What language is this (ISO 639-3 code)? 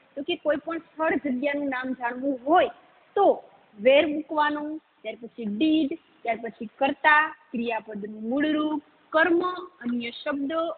guj